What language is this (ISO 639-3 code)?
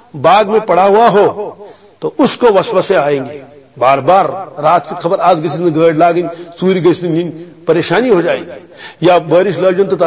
kas